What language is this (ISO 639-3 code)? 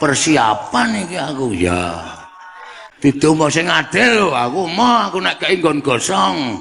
jav